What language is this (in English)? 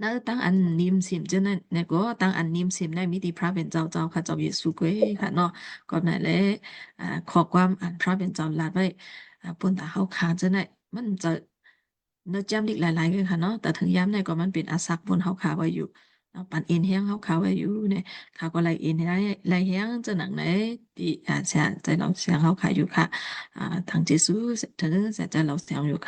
Shan